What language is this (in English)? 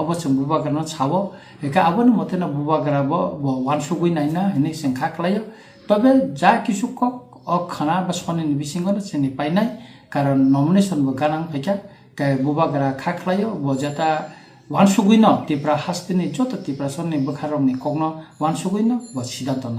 Kok Borok